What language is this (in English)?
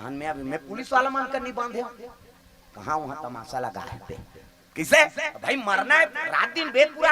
Chhattisgarhi